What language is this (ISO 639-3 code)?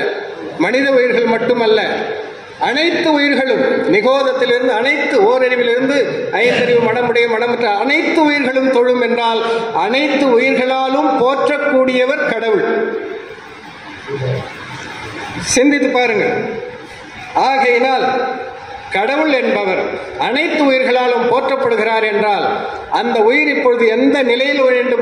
tam